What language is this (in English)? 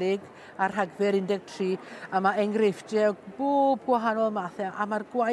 Welsh